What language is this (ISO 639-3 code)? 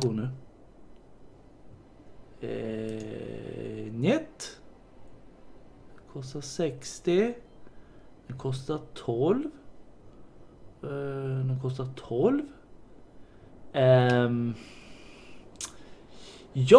swe